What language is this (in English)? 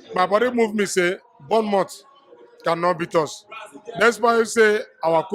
Nigerian Pidgin